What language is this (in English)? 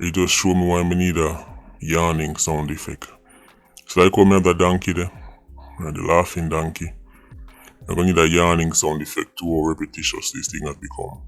Jamaican Creole English